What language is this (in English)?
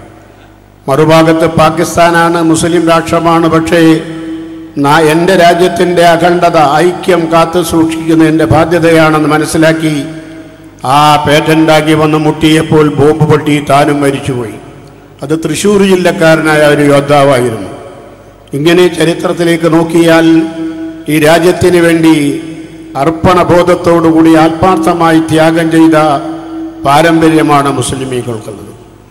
Malayalam